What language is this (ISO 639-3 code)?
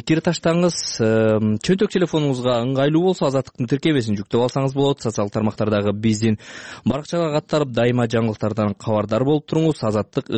kir